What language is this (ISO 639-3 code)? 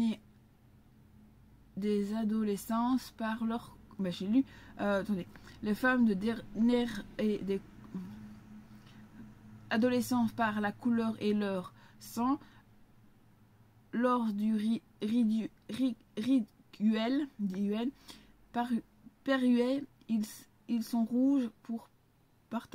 fra